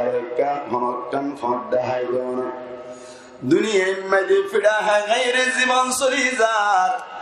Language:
Rohingya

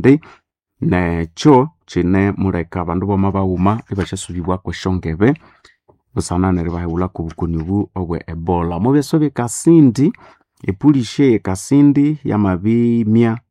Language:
Nande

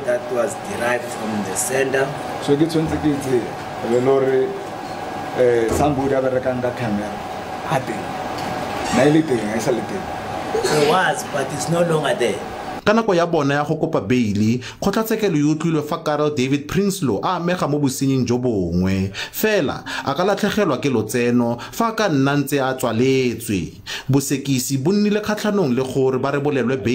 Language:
Tswana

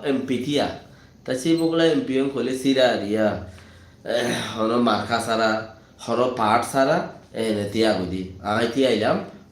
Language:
Rohingya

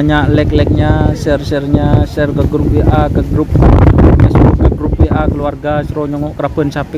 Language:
Madurese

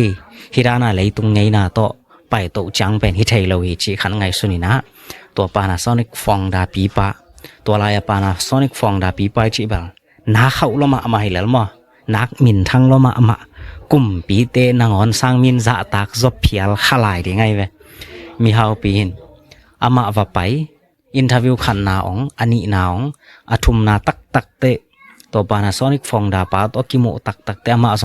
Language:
Tedim Chin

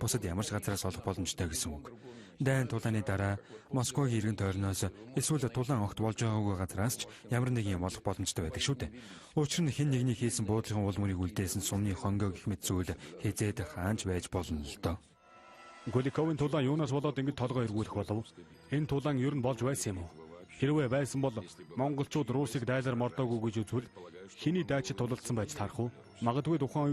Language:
Mongolian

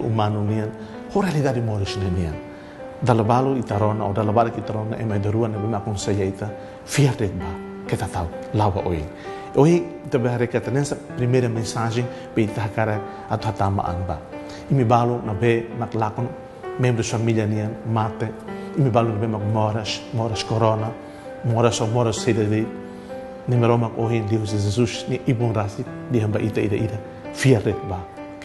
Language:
Tetum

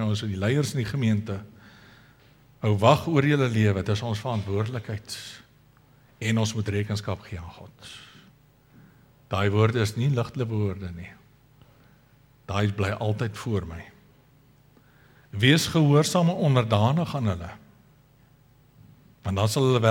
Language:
Afrikaans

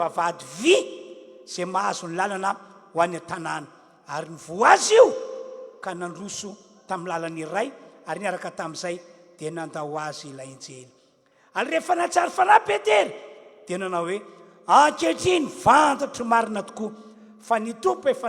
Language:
Malagasy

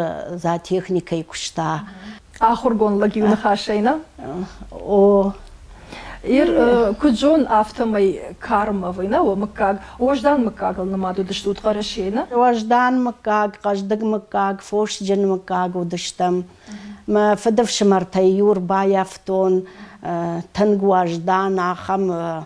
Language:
Ossetic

